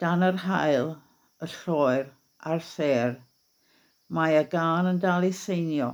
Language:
Welsh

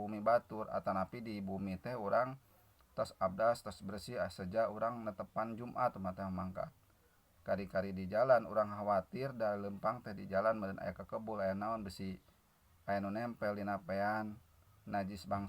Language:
Sundanese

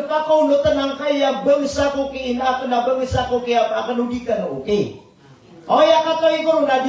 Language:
Maranao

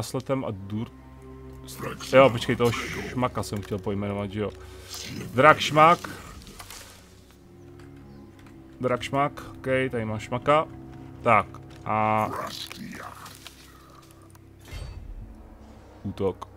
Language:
Czech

